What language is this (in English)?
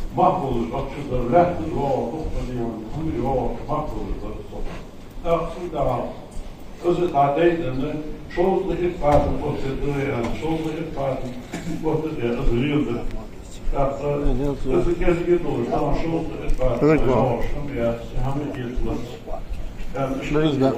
Ingush